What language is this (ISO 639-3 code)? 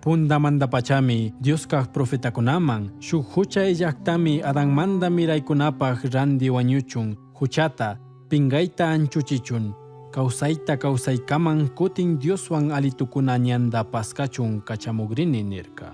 qug